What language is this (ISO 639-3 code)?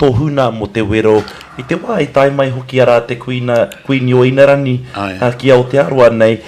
mri